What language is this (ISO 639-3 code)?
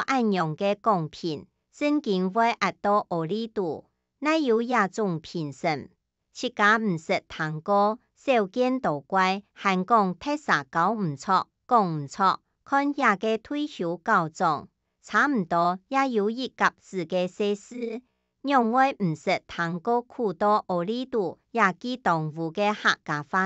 hak